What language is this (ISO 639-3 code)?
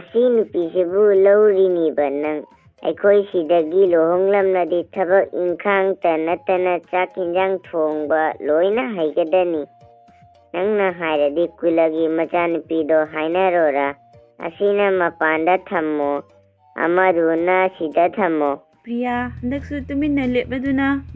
mni